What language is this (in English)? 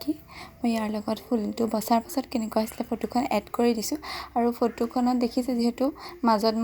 Assamese